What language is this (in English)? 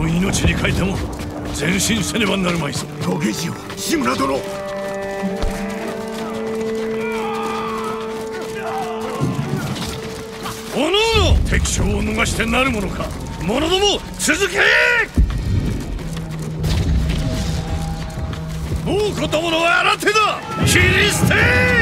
Japanese